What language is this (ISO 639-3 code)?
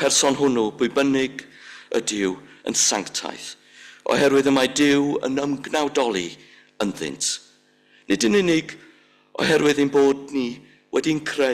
cym